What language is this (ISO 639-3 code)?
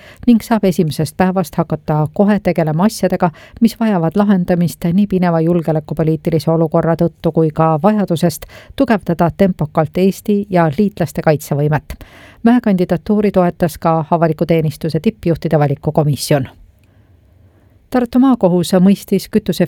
est